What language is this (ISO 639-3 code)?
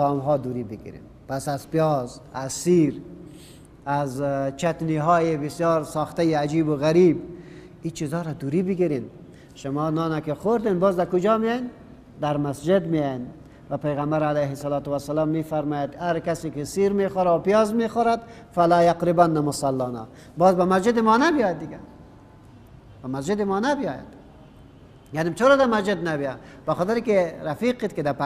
fas